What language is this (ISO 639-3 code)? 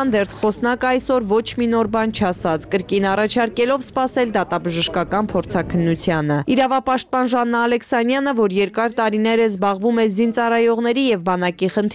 hye